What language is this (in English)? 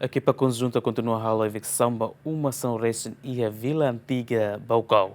Tetum